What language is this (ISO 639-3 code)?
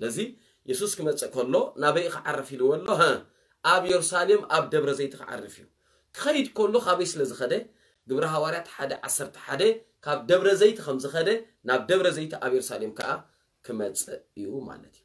tir